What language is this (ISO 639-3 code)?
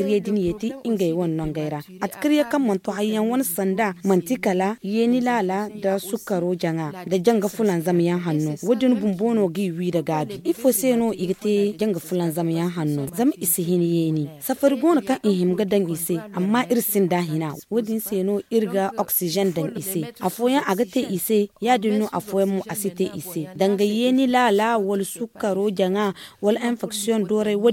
dje